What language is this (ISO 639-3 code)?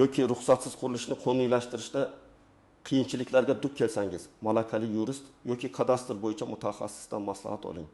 uzb